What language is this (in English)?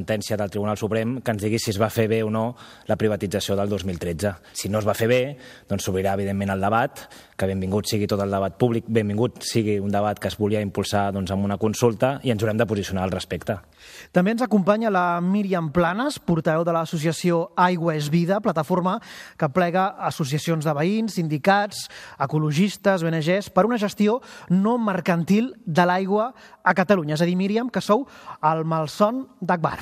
Catalan